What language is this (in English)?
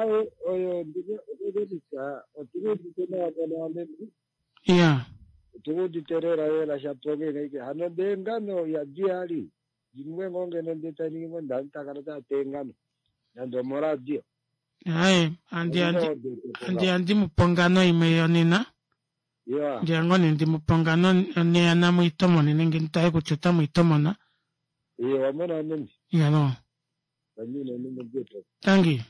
Kuanyama